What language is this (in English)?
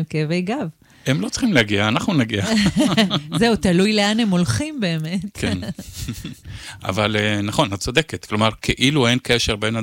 Hebrew